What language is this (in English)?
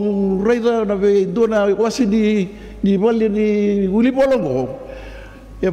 Fijian